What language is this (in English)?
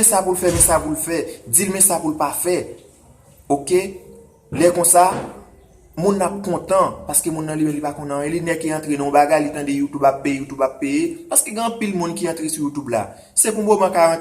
Haitian Creole